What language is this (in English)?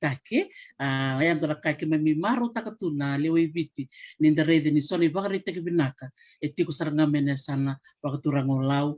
Fijian